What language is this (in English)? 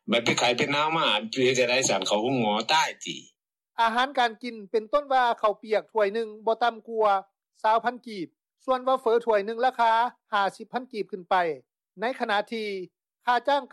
Lao